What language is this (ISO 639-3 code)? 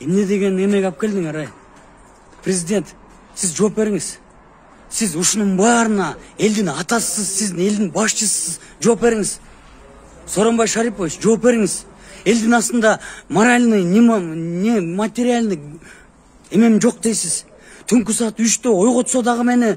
kir